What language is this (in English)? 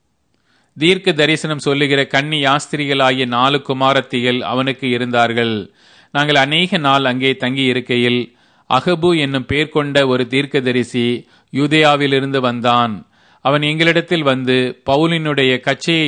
Tamil